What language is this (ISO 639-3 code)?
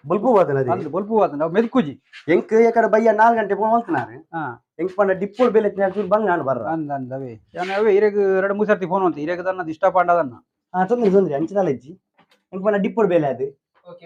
tcy